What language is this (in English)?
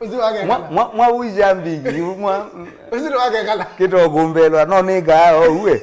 Kamba